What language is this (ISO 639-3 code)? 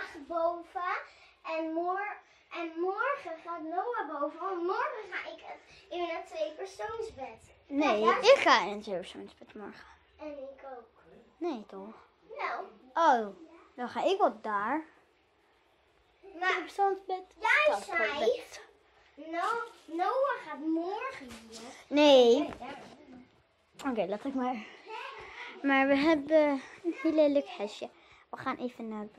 nld